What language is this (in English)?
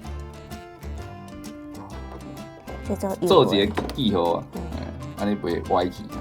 Min Nan Chinese